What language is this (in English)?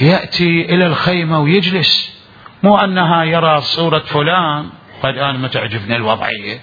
Mesopotamian Arabic